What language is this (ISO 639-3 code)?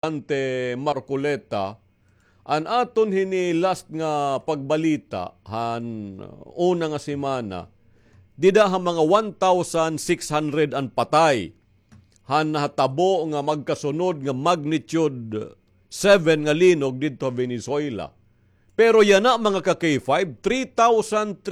war